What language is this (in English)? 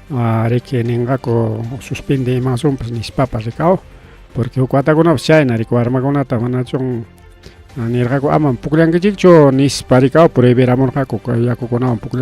Ayacucho Quechua